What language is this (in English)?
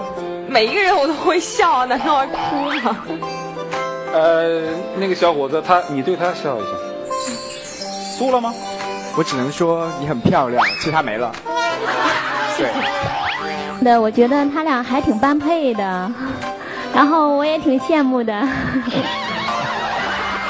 Chinese